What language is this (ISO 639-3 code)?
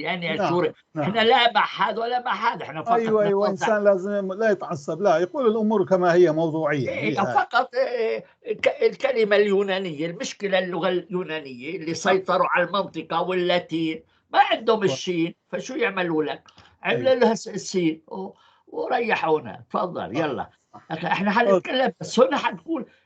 apc